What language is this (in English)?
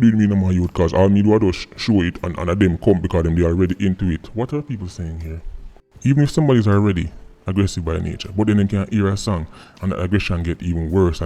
Jamaican Creole English